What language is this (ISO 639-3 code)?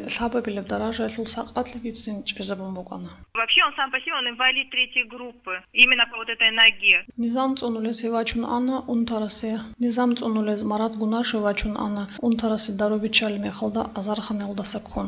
ava